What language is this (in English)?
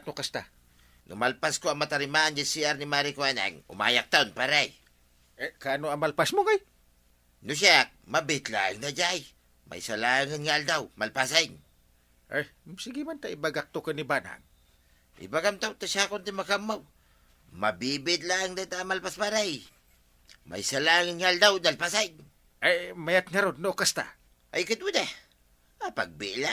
Iloko